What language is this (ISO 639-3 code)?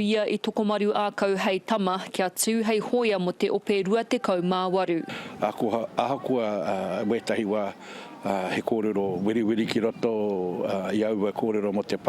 mri